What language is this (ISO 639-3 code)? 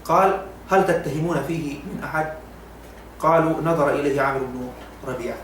yka